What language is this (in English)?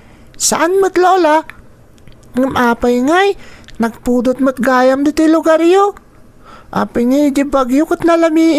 Iloko